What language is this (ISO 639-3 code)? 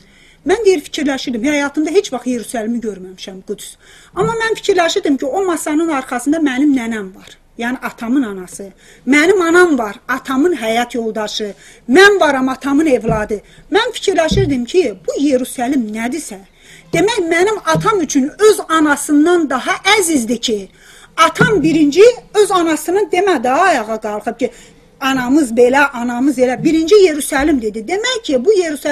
azb